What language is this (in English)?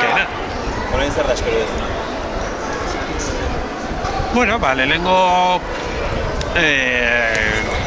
Basque